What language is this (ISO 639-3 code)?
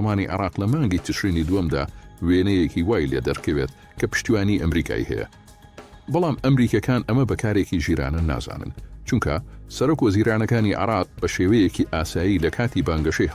ckb